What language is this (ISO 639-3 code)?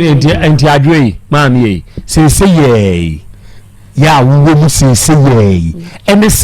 aka